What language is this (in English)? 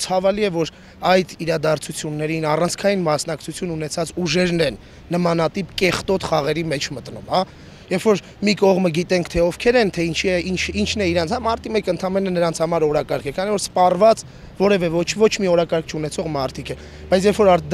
Armenian